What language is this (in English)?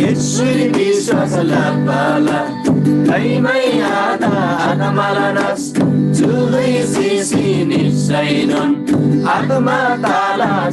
Eastern Tamang